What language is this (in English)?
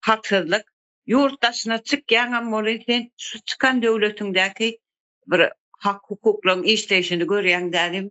Turkmen